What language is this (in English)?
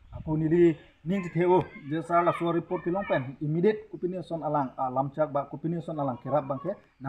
Karbi